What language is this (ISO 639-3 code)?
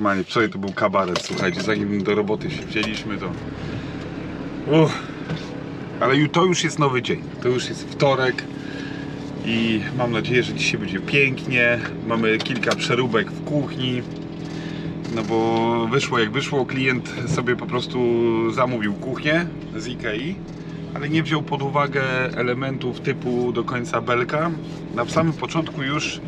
pol